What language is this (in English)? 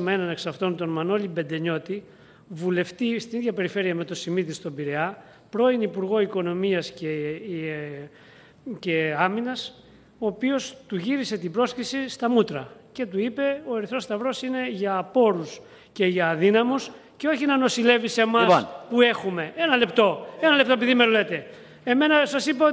Greek